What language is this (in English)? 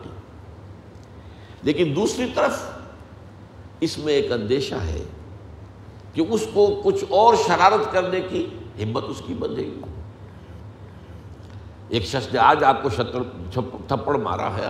Urdu